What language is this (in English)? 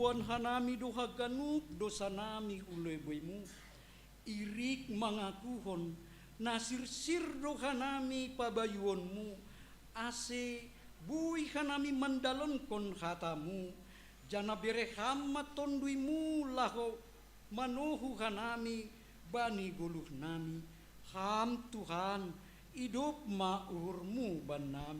Batak Simalungun